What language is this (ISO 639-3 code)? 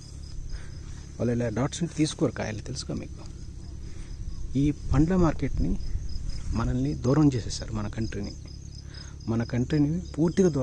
tel